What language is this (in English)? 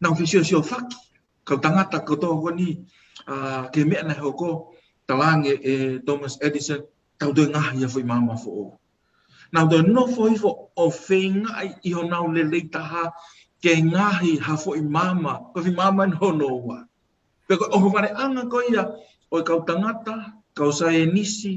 Tongan